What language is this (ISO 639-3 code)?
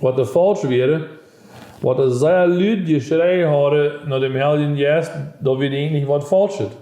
pdt